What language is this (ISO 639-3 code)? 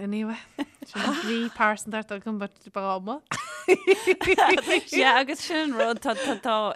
gle